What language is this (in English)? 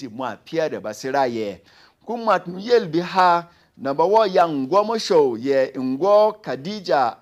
Berom